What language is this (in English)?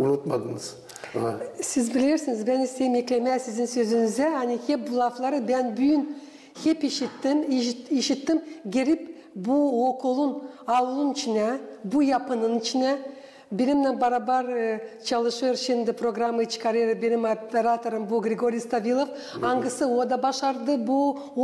Gagauz